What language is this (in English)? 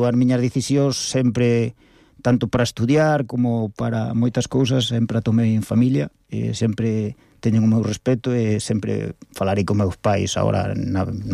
Galician